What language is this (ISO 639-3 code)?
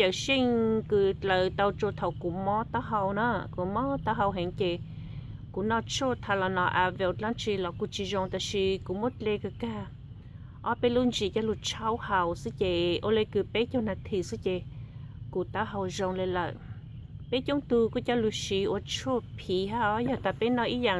hmn